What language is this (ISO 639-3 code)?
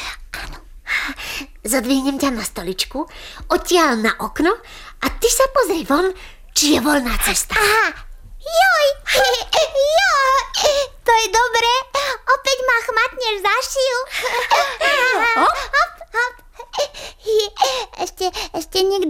slk